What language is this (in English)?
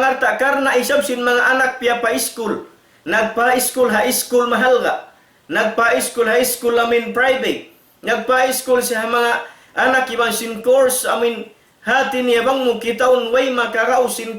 Tausug